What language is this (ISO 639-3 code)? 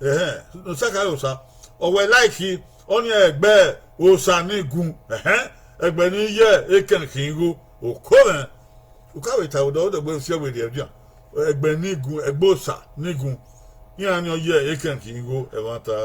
bin